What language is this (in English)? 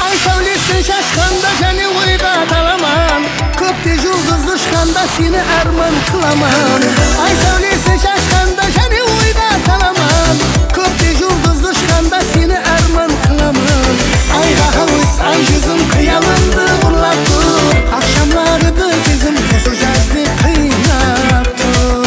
Kara-Kalpak